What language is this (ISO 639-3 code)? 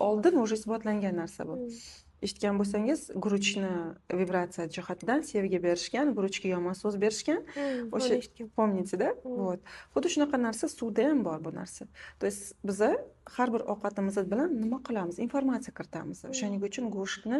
uzb